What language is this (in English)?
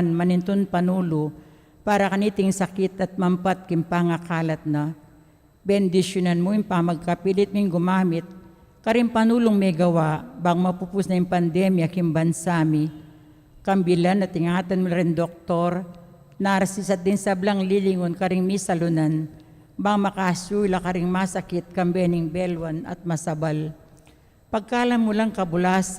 Pampanga